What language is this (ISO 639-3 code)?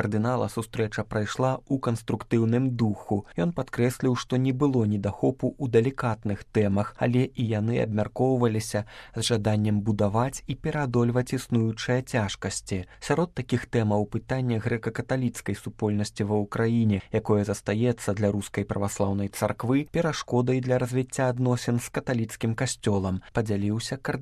bel